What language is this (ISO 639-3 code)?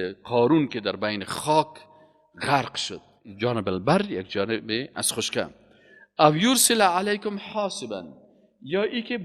fas